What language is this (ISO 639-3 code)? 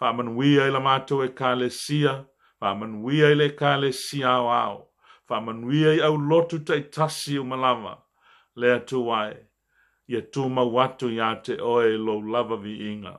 smo